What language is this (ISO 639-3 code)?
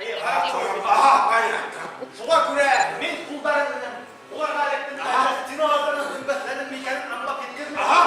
bak